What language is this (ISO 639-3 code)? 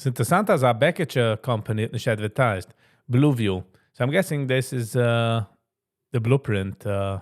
yid